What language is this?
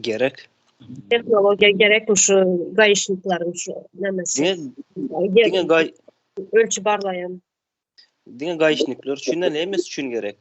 Turkmen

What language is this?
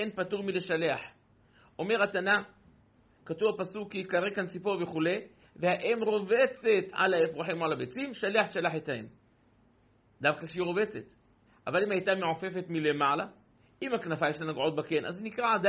Hebrew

